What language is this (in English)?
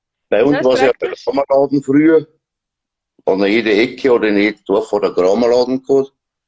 Bavarian